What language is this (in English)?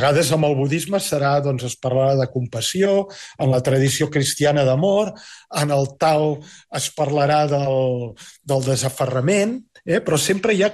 Catalan